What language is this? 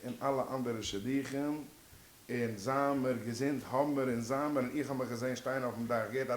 Yiddish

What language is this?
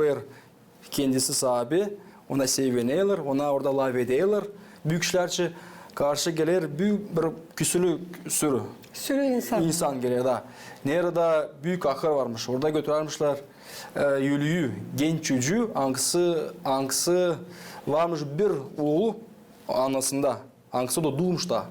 Gagauz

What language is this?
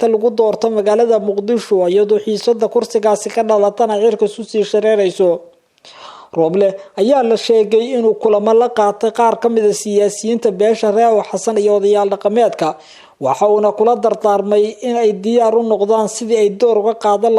Somali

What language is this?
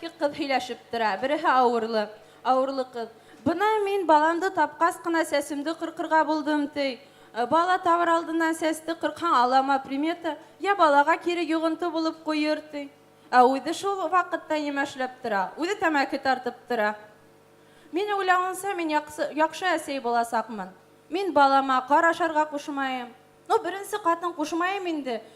Bashkir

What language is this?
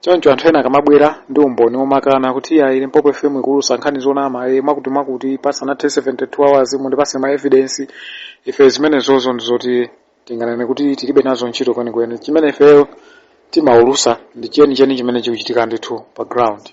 Nyanja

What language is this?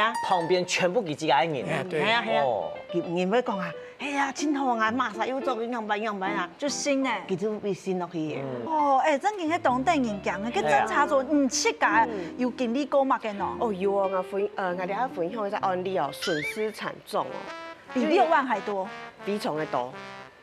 Hakka Chinese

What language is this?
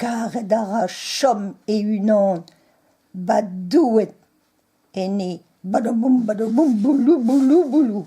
Breton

